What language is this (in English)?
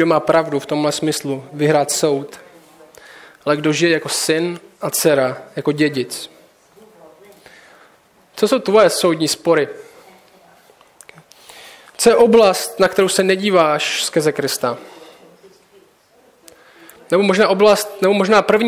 Czech